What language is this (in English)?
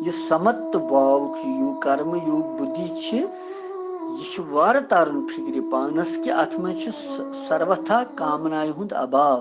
Kashmiri